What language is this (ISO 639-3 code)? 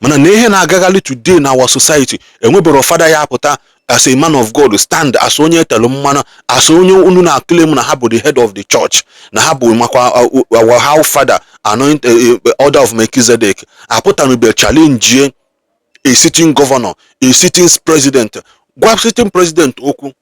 ibo